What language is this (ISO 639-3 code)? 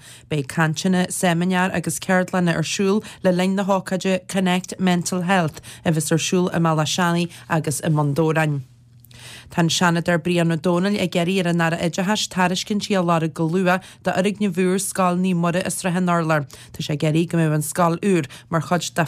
gle